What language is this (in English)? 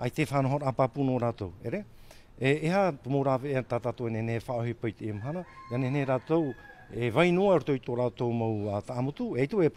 Tahitian